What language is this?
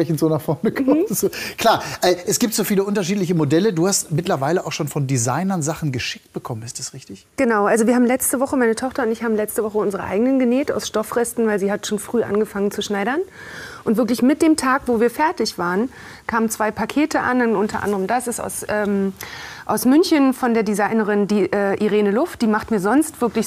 German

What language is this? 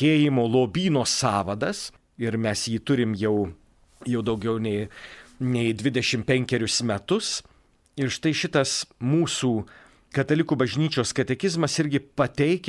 Lithuanian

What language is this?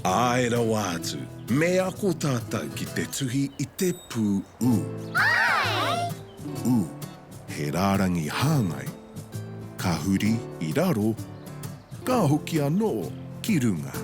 Māori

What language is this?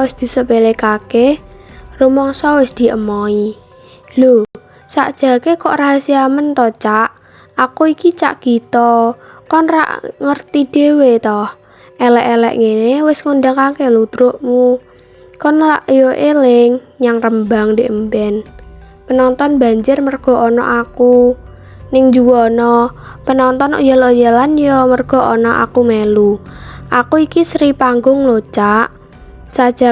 Javanese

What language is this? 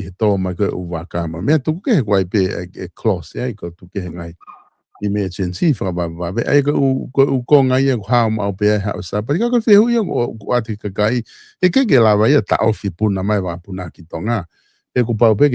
Tongan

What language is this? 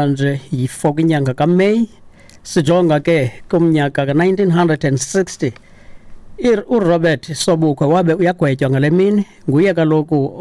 Xhosa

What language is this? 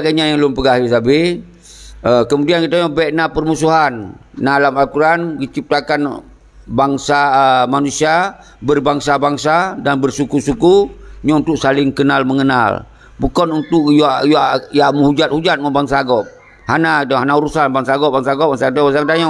Achinese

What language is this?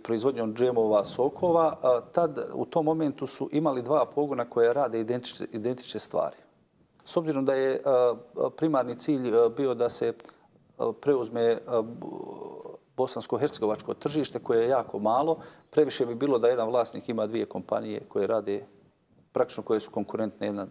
Bosnian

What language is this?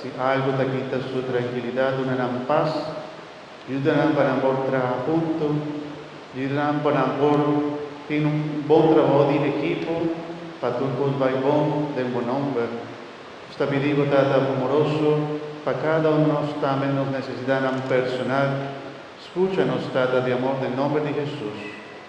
Papiamento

